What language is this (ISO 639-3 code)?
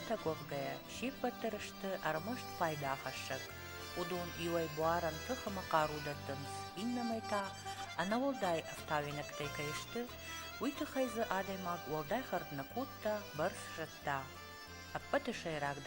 oss